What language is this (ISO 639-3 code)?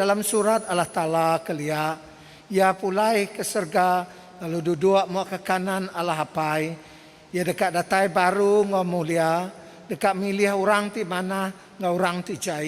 iba